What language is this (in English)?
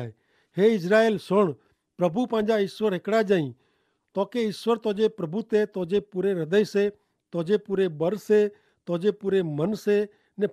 Kachhi